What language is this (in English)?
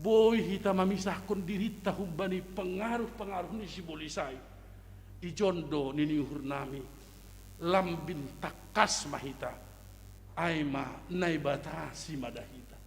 Batak Simalungun